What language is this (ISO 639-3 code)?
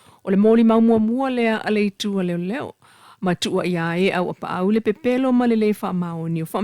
smo